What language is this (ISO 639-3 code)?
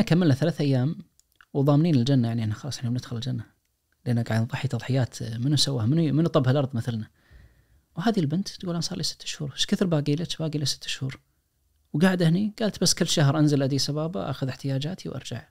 ars